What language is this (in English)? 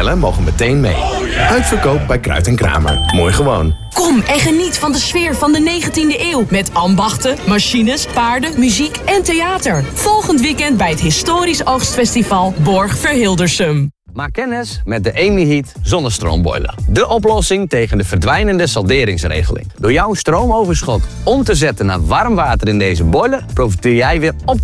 Dutch